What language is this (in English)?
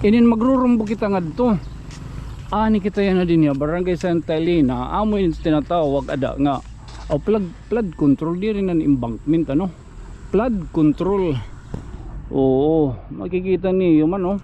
Waray